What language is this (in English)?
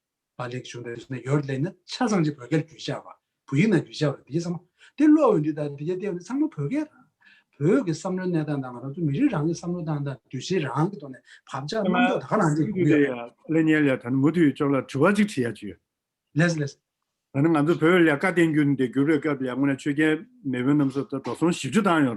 Tibetan